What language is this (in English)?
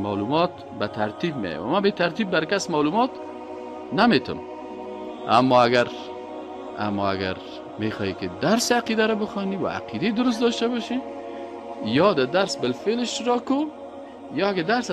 Persian